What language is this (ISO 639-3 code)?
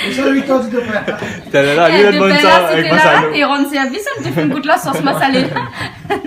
rcf